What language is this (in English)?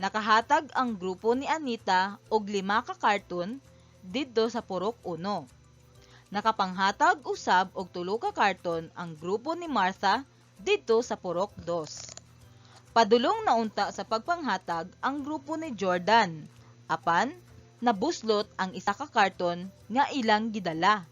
Cebuano